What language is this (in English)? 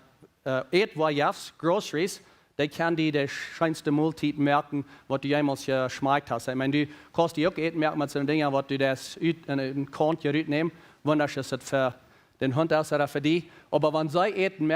Plautdietsch